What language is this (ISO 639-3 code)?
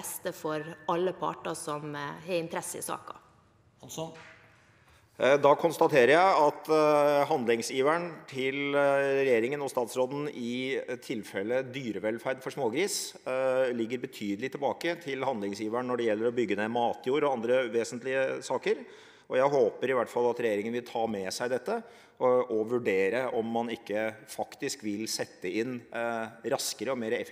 nor